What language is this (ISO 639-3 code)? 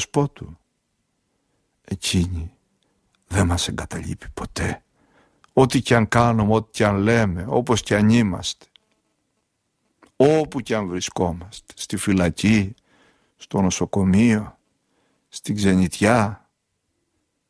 ell